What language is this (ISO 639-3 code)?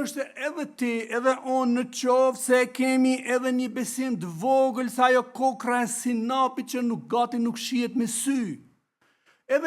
sqi